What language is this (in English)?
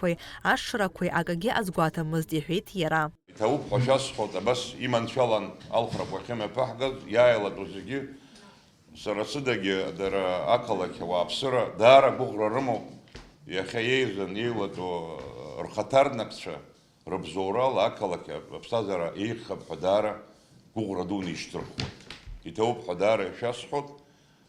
Abkhazian